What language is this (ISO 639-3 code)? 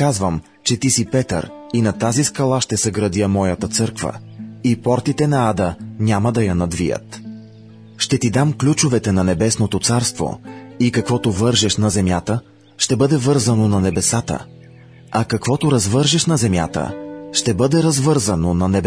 bul